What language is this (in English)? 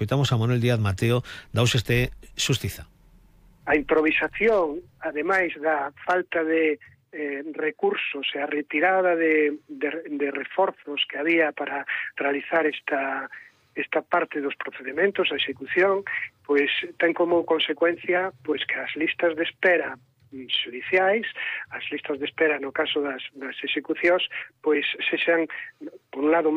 Galician